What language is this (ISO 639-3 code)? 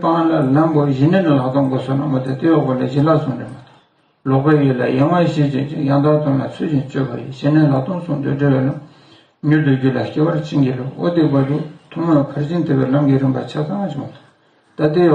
bod